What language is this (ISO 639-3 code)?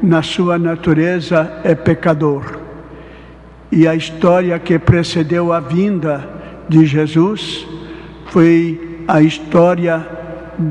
por